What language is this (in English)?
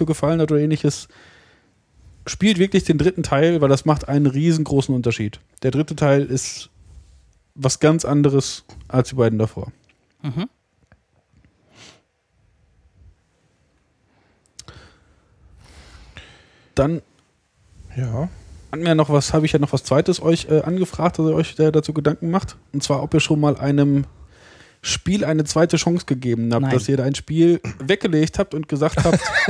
German